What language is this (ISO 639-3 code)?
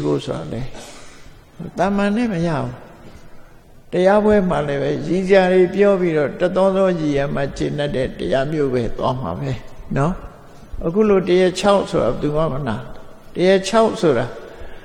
mya